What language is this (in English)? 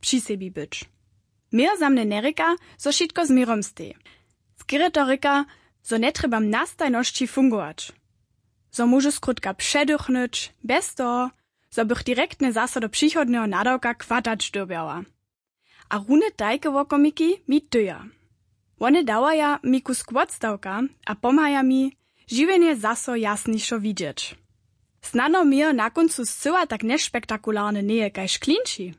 Upper Sorbian